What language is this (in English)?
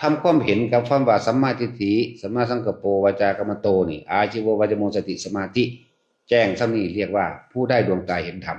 Northeastern Thai